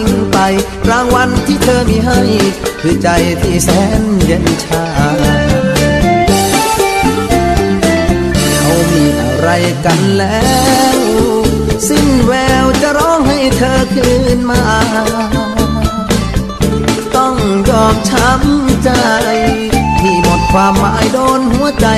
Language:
Thai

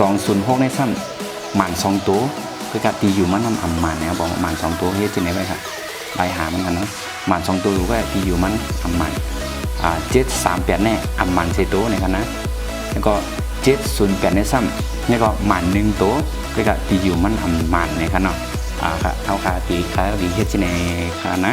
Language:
Shan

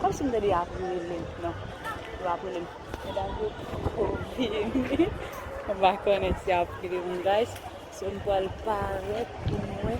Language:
Haitian Creole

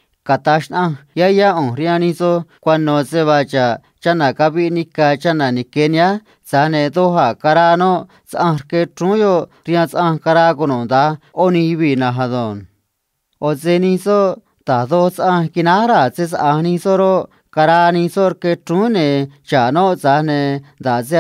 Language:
Copala Triqui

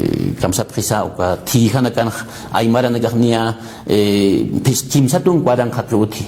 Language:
Aymara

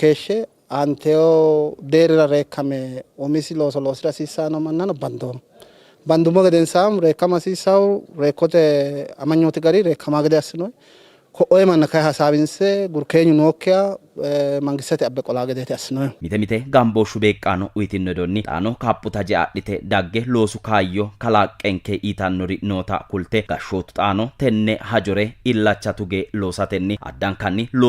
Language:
Sidamo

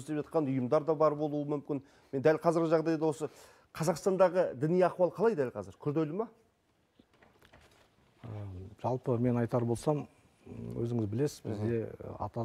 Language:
Kazakh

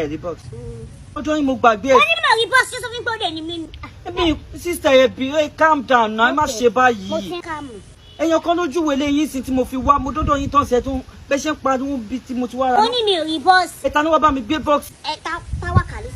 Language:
Yoruba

